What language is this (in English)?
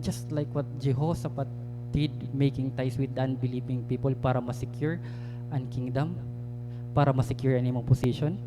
Waray